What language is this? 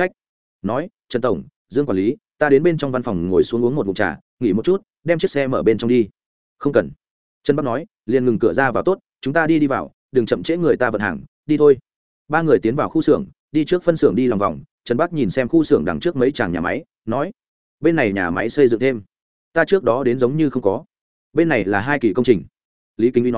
Vietnamese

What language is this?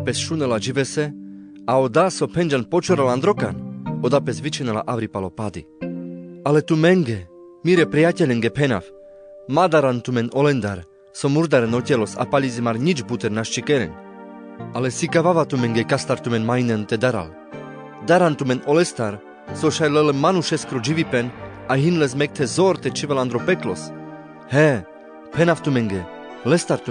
Carpathian Romani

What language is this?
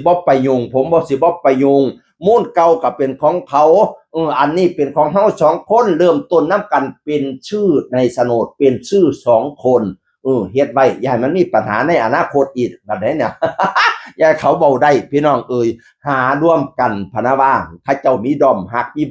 Northeastern Thai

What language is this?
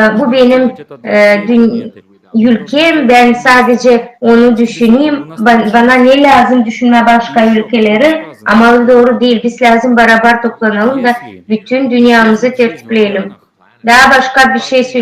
Gagauz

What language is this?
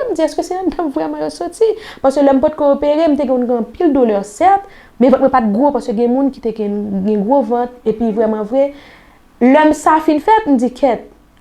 Haitian Creole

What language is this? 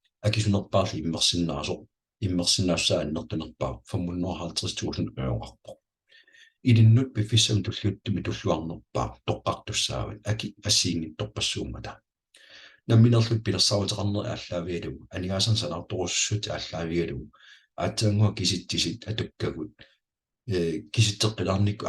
Kalaallisut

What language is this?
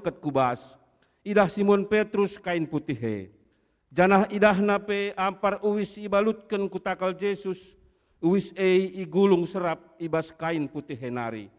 Batak Karo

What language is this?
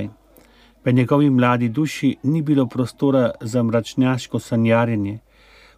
Slovenian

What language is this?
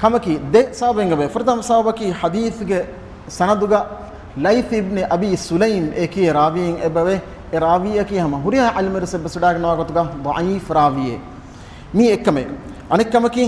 Divehi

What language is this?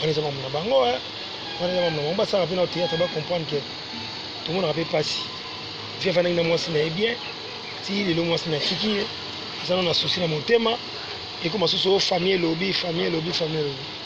Lingala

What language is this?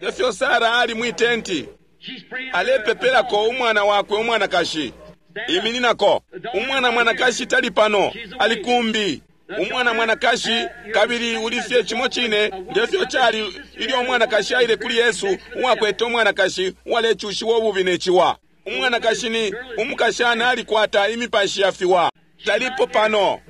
Bemba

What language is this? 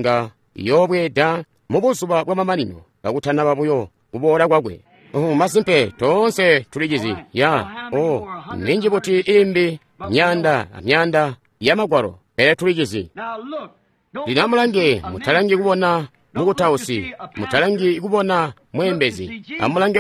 Tonga (Zambia)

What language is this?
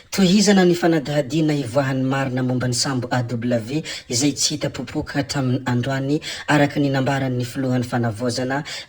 Malagasy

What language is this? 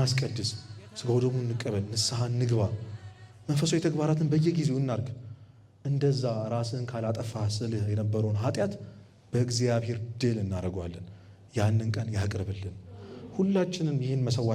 Amharic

